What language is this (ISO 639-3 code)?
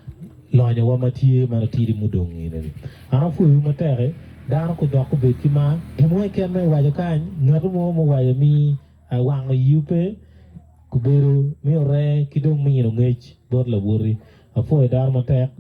ach